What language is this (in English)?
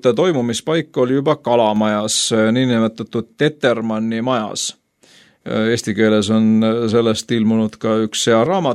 Estonian